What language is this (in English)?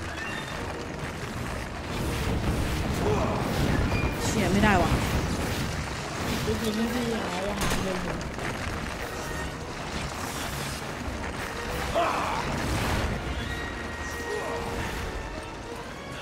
Thai